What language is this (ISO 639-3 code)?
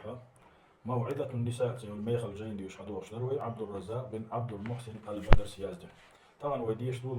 che